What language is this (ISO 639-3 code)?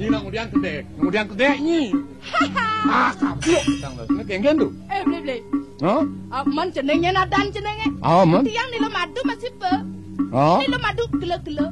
ban